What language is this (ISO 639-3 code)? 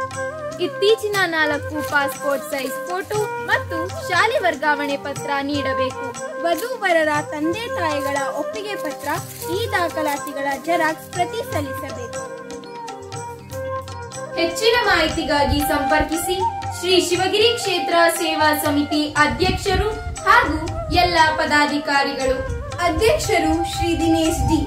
kan